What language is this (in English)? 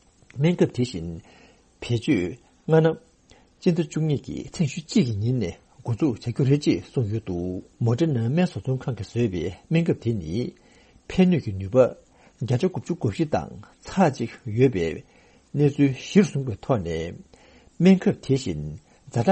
Tibetan